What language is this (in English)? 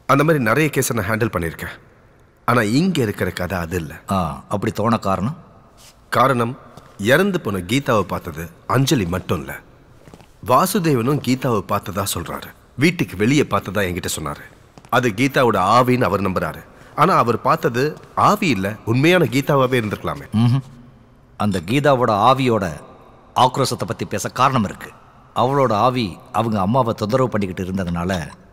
Tamil